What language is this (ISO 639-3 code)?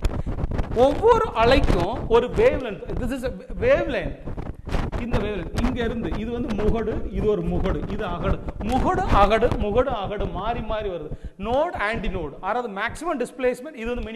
tam